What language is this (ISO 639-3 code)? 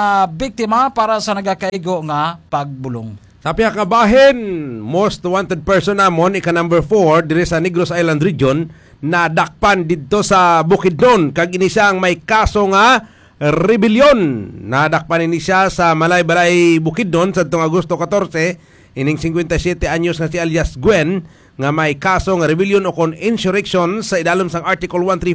hil